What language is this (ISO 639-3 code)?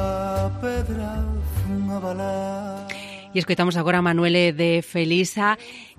glg